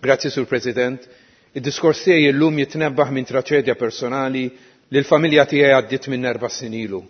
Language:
Maltese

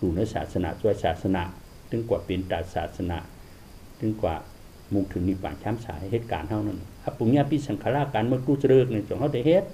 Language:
Shan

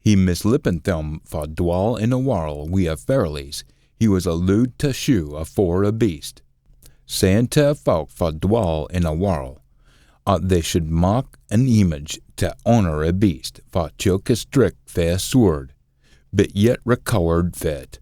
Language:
Scots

